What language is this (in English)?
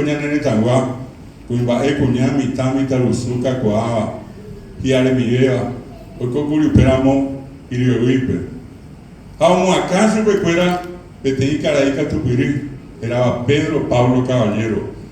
Guarani